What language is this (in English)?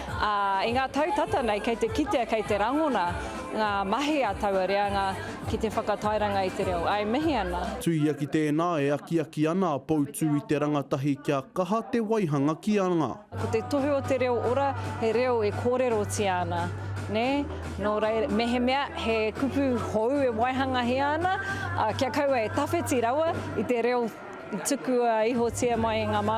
Māori